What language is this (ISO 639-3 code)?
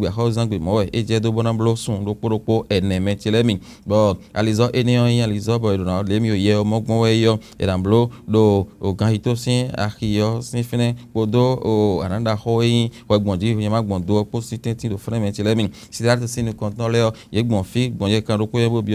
fon